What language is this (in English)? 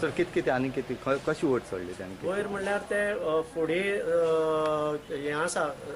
Konkani